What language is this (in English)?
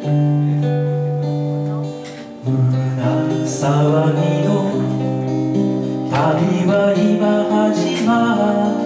Japanese